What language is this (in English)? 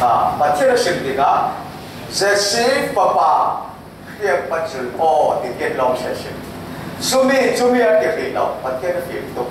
Falam Chin